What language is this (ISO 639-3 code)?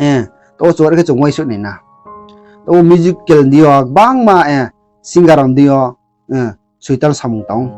ria